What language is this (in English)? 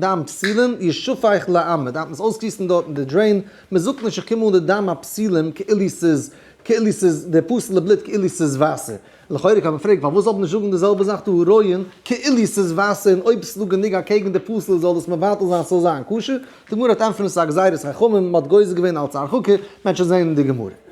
Yiddish